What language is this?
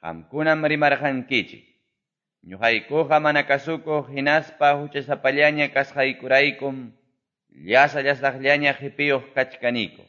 Quechua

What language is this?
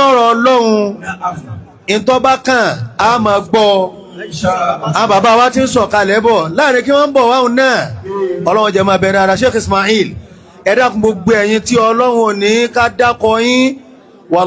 Yoruba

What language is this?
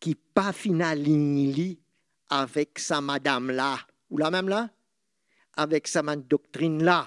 Morisyen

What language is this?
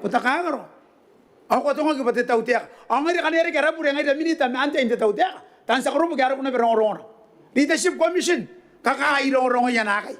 Gilbertese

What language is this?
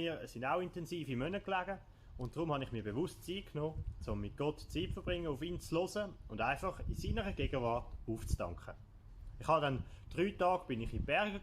Swiss German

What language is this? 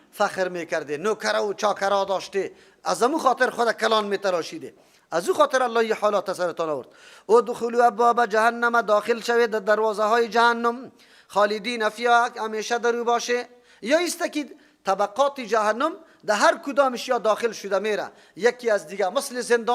Persian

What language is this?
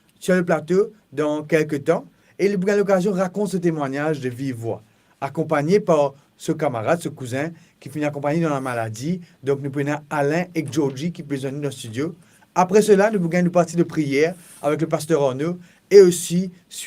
Morisyen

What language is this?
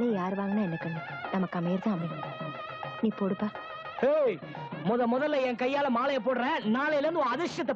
Tamil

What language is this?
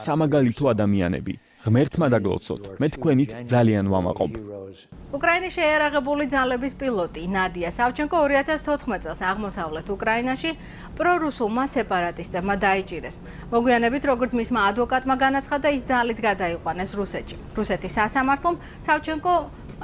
Georgian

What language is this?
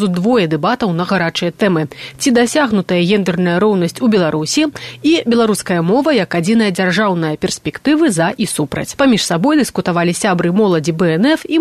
Belarusian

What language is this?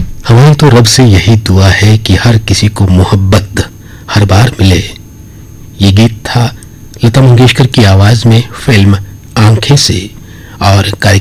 Hindi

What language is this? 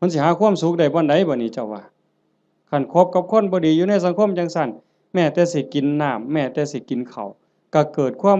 Northeastern Thai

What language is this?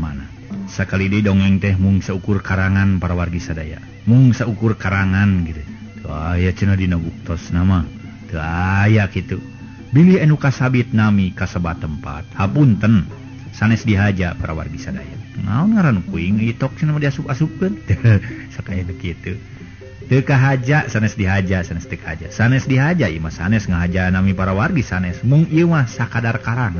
Sundanese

